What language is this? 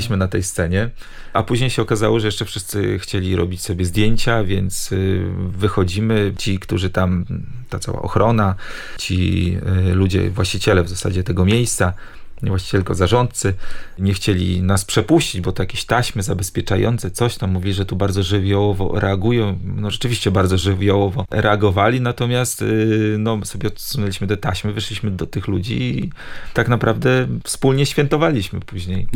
Polish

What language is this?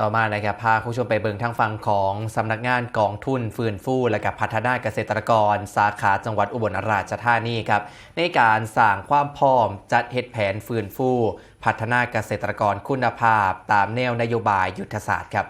Northeastern Thai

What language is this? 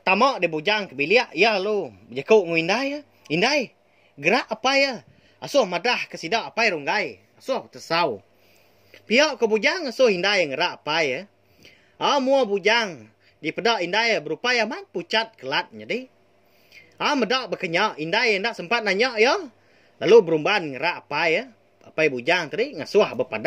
Iban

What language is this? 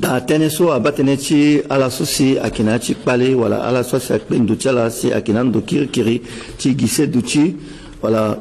Sango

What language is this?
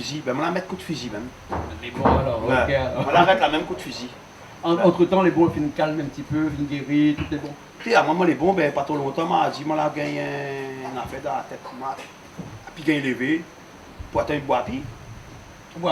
Réunion Creole French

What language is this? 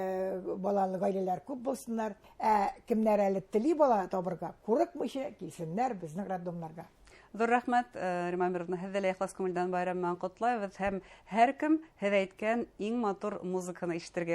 Bashkir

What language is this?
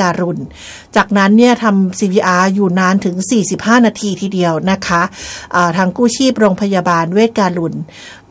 Thai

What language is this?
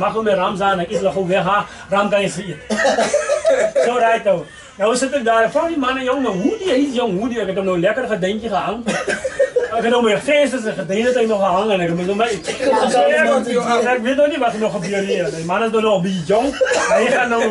Afrikaans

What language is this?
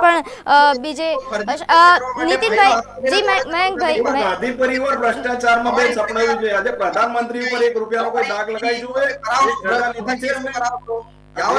Gujarati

